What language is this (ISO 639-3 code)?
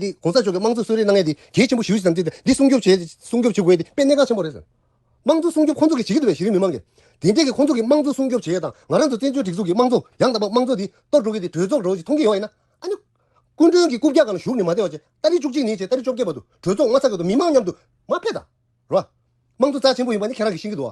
bod